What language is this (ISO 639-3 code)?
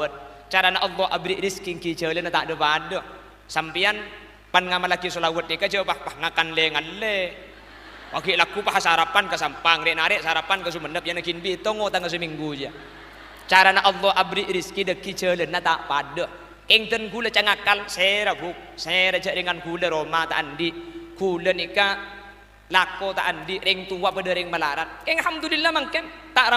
mad